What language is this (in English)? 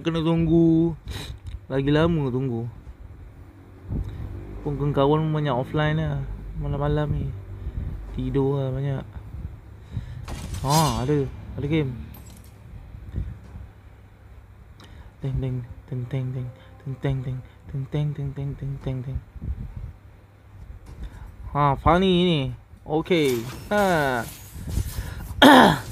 Malay